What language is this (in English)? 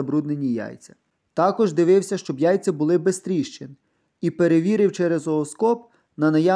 Ukrainian